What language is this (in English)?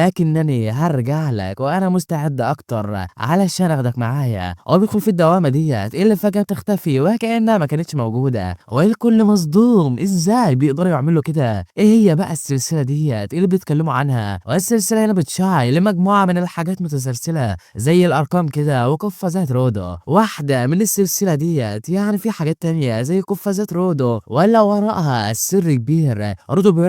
Egyptian Arabic